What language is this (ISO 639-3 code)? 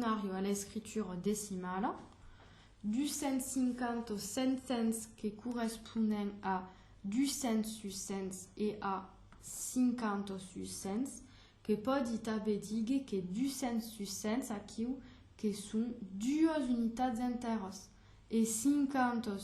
oci